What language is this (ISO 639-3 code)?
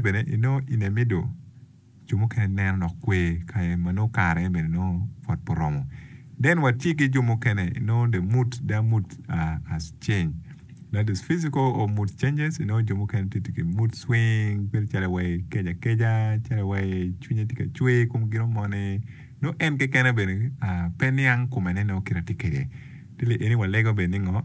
ach